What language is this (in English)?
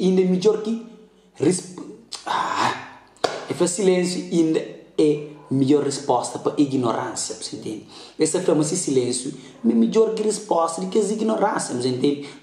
Kabuverdianu